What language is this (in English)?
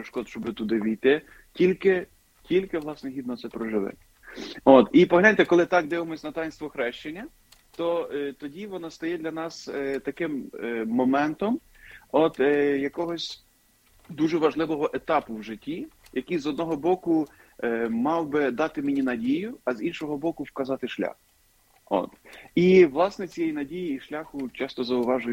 Ukrainian